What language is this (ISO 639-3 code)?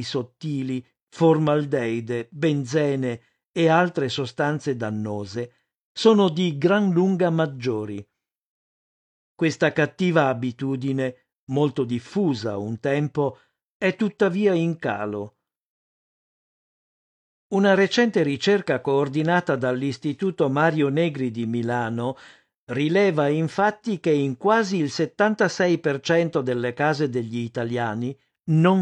ita